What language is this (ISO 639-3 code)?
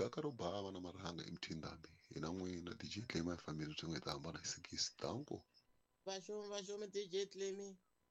tso